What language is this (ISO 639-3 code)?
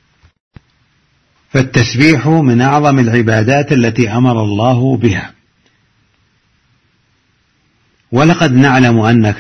ara